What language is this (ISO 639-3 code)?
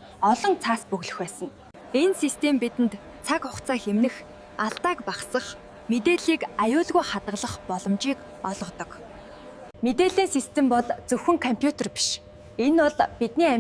mon